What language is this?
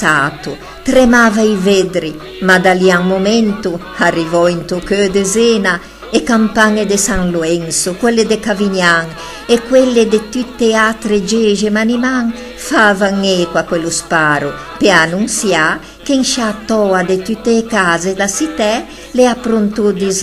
Ligurian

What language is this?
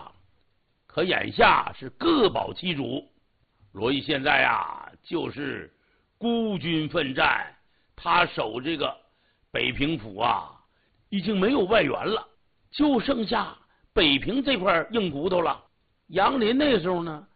Chinese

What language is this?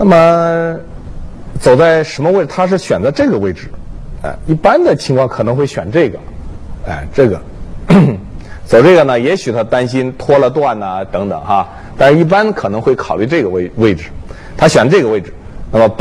Chinese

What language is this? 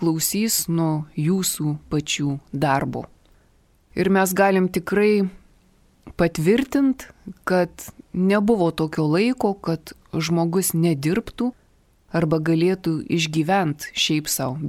Lithuanian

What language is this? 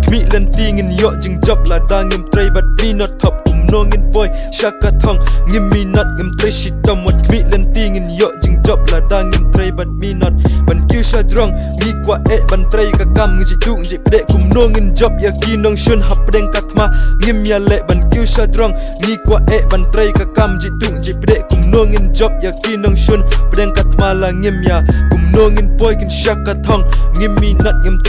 Khasi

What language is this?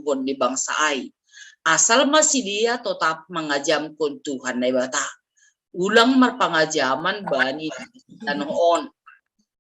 Batak Simalungun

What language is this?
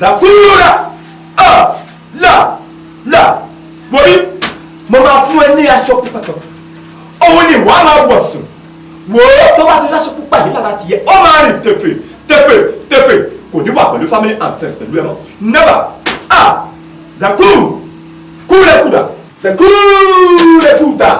Yoruba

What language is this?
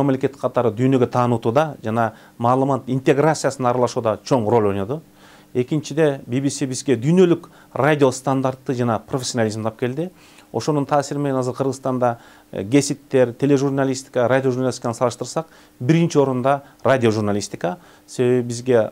Kyrgyz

